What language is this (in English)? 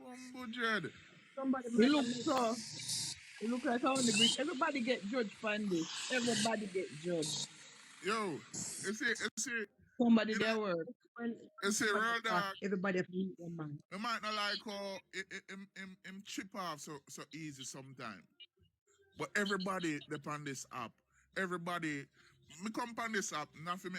Jamaican Creole English